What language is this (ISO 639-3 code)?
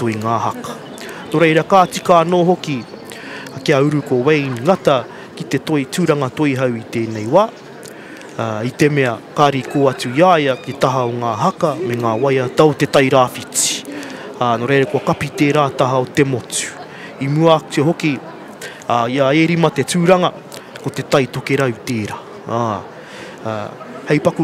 mri